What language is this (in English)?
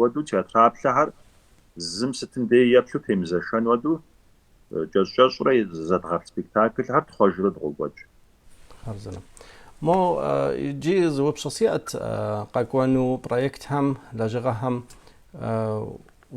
Kabardian